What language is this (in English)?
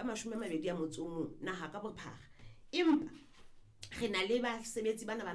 Southern Sotho